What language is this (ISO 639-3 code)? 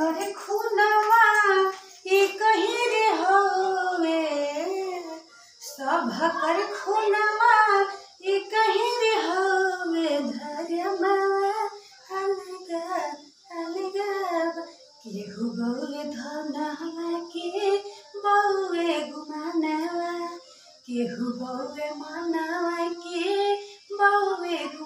bho